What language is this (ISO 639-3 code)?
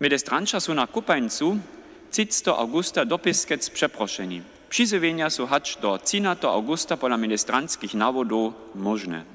hsb